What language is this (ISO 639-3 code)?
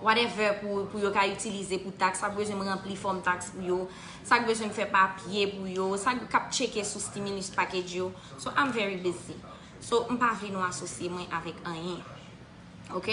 hat